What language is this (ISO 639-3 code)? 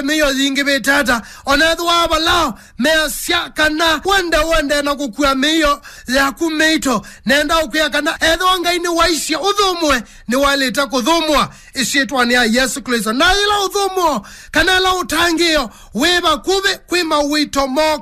kam